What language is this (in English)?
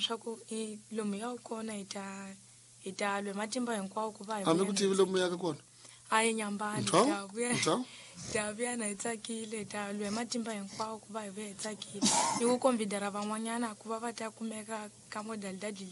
Tsonga